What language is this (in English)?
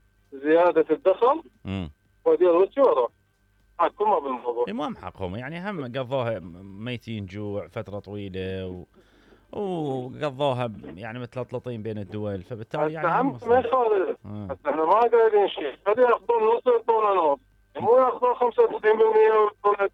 Mesopotamian Arabic